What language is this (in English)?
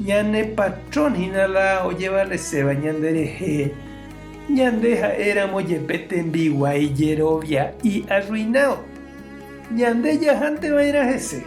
Guarani